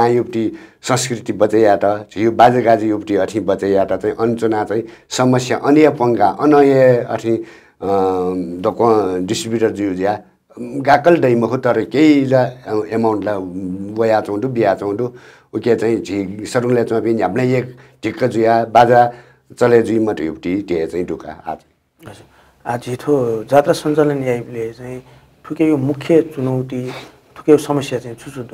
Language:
Newari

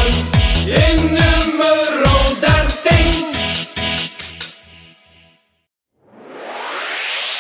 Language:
Dutch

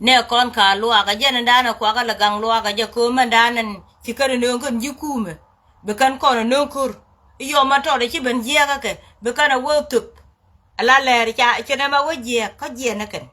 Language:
Nuer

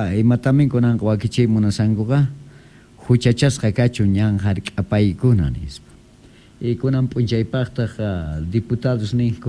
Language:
South Bolivian Quechua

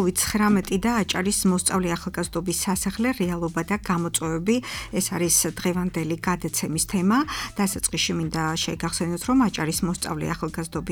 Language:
Georgian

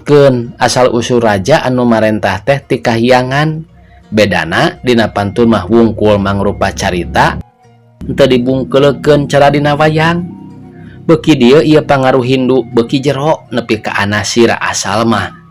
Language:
Sundanese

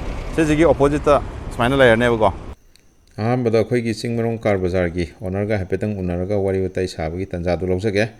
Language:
Manipuri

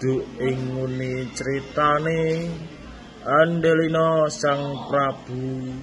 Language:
Javanese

